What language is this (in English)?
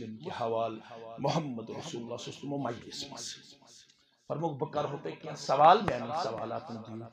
Kashmiri